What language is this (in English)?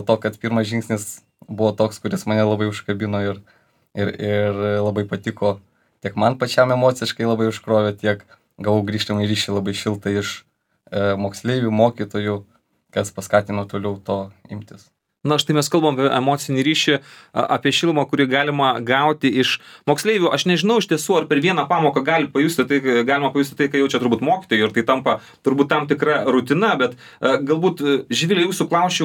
Lithuanian